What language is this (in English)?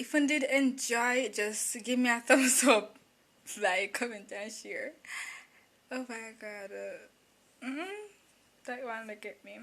Jamaican Creole English